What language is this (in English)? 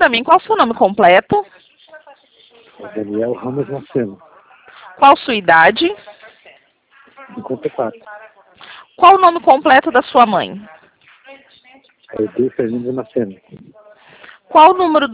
Portuguese